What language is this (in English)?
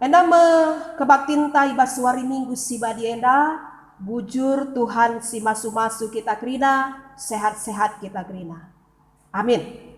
Batak Karo